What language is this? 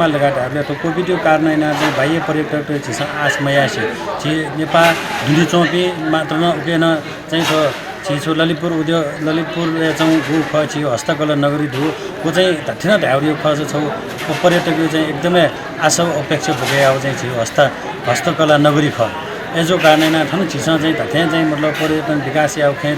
Newari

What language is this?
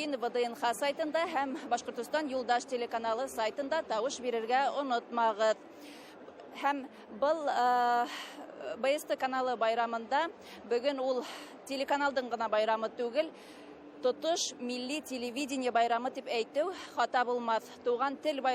Bashkir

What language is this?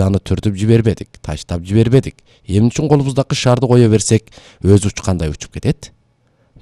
Kyrgyz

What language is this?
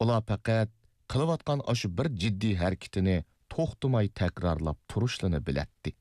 Uyghur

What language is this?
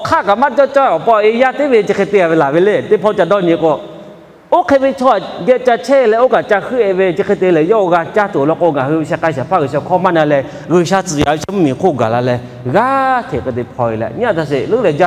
Lahu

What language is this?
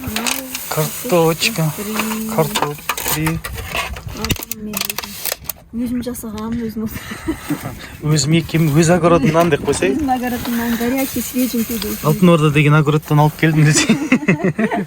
Kazakh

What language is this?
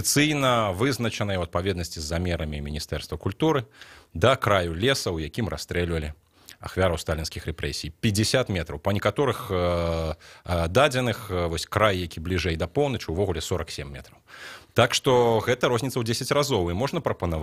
Belarusian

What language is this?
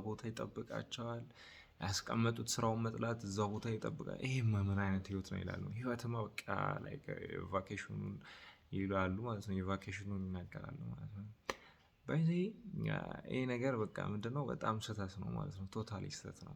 Amharic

